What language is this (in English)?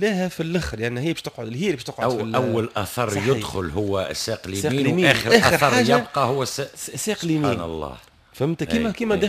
Tunisian Arabic